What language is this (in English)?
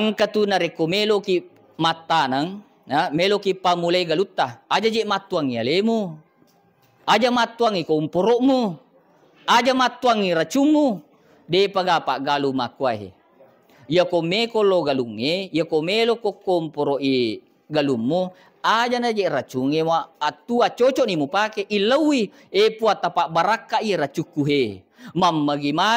Buginese